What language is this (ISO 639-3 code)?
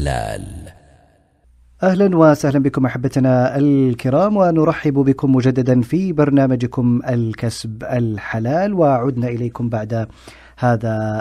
ara